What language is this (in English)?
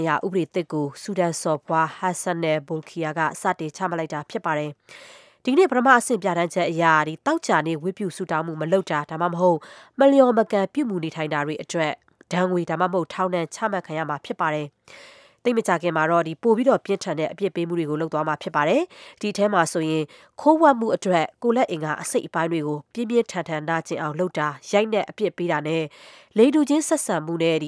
Burmese